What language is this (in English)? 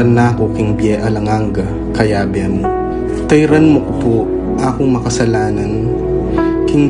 Pampanga